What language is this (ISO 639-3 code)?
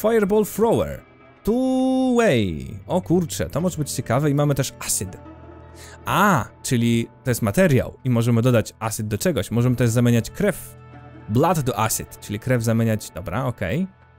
pol